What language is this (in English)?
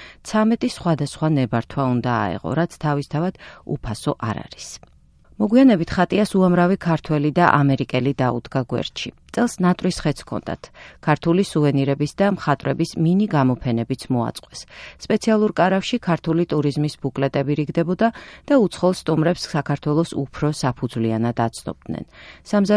Georgian